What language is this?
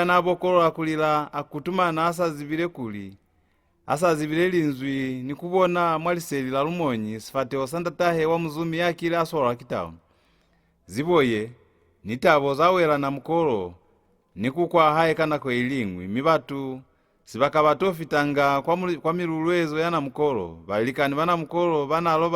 Lozi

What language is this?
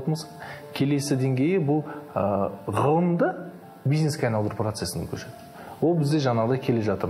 Kazakh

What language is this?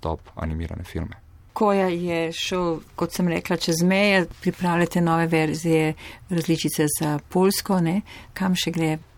Slovenian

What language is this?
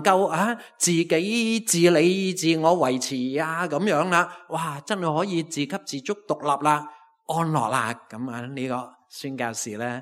Cantonese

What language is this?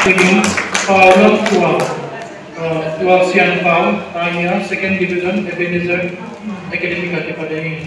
Paite Chin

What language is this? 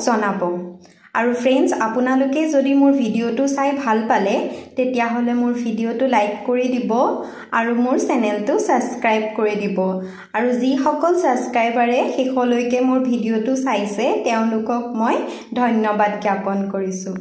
Assamese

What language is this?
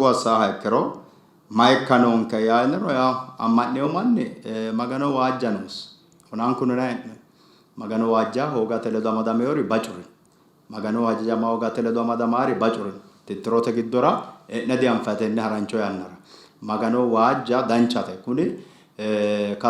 Sidamo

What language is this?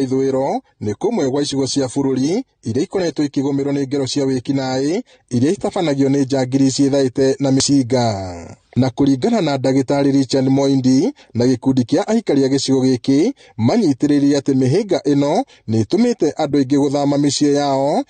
Kikuyu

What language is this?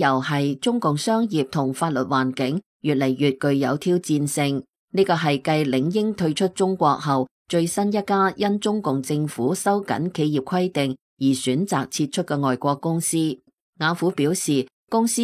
Cantonese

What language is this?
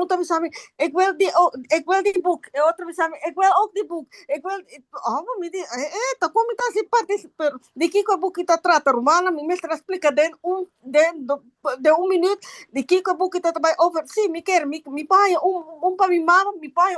Papiamento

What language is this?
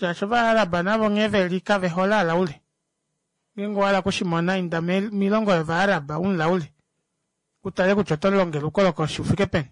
Kuanyama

